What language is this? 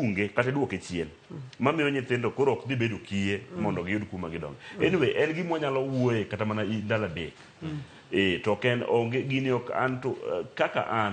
Luo (Kenya and Tanzania)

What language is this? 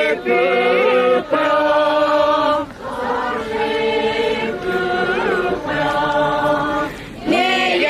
Poumei Naga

